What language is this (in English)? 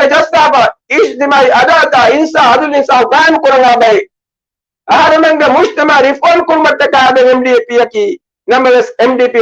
Divehi